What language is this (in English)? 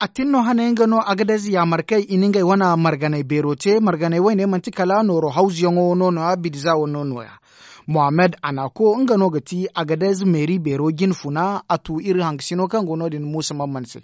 Zarma